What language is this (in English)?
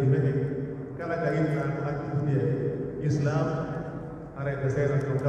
Pular